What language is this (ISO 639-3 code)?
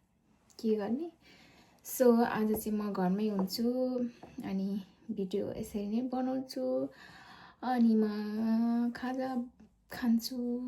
nep